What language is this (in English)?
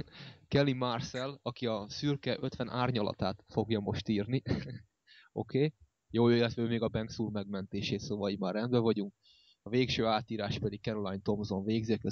Hungarian